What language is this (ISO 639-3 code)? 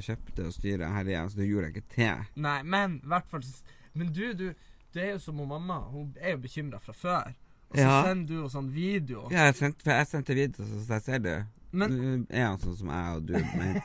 nor